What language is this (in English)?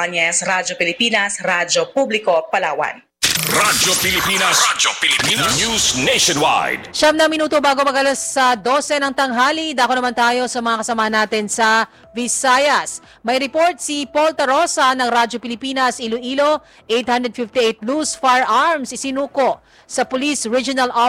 Filipino